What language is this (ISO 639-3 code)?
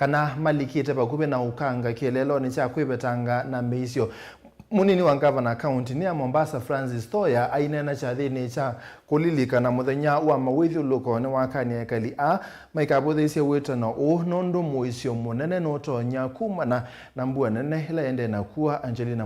kam